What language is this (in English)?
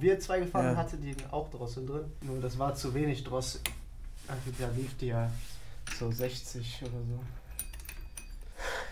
German